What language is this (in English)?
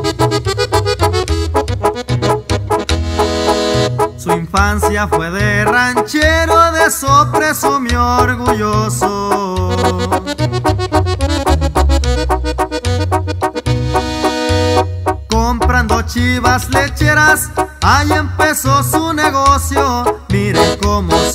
Spanish